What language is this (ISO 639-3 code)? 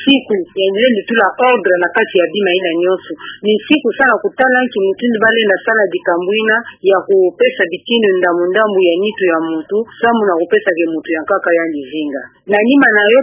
ktu